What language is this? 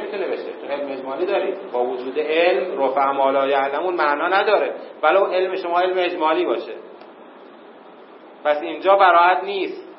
Persian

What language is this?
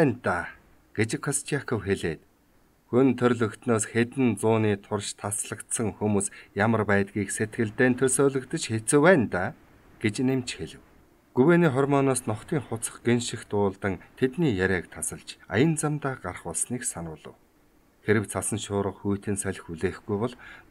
Mongolian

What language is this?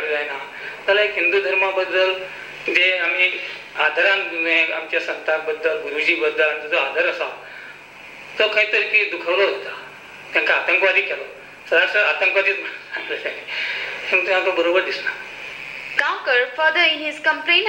Konkani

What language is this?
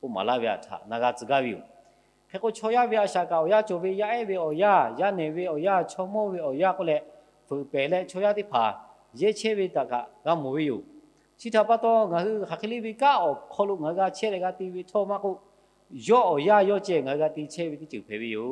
Lahu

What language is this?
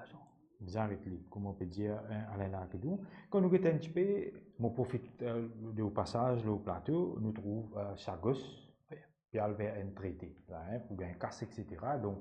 Morisyen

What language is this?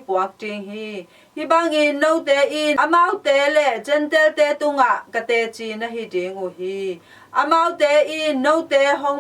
Tedim Chin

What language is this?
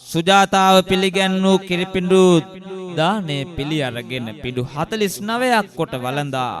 Sinhala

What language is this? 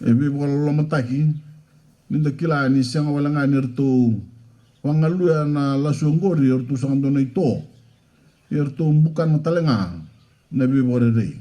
Fijian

